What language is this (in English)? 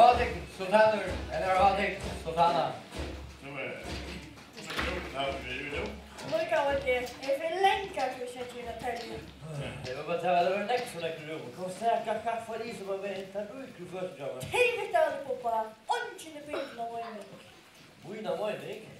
Faroese